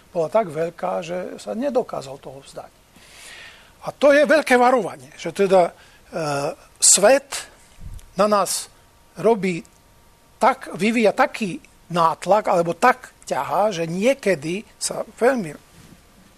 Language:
Slovak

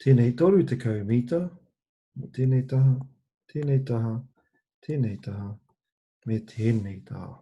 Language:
Māori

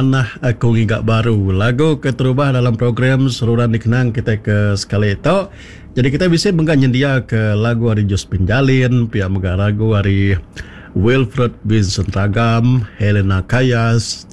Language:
Iban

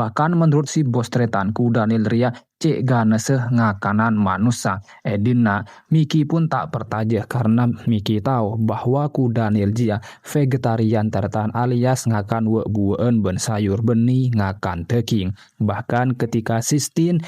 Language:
Madurese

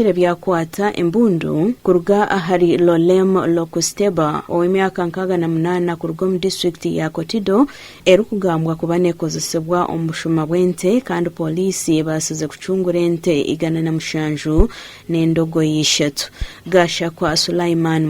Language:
Nyankole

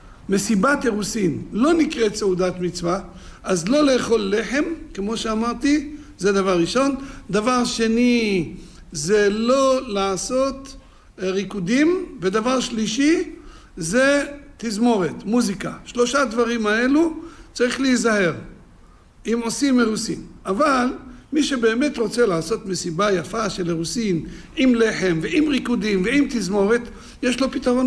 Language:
Hebrew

